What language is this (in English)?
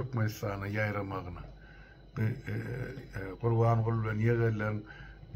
Turkmen